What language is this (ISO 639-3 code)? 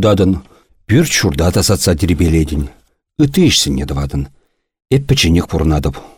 chv